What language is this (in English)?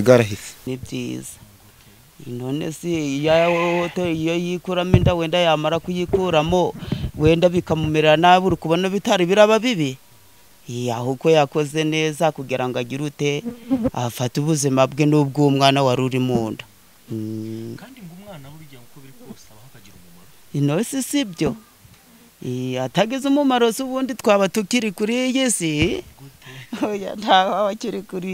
Kinyarwanda